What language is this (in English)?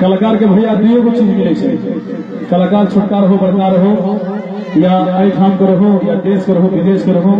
Maithili